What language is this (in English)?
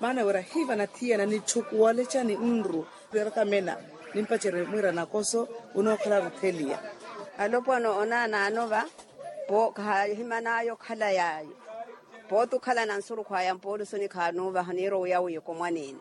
Makhuwa